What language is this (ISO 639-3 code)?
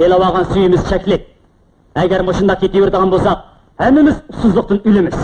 uig